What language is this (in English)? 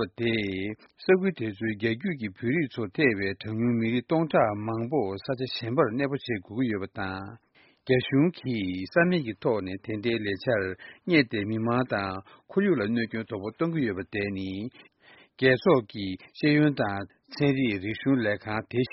Tibetan